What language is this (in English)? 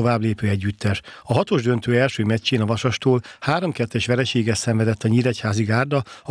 Hungarian